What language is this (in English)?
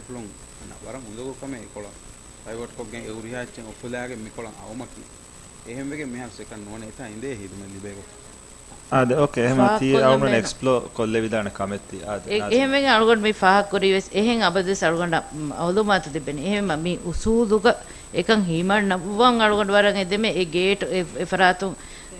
Divehi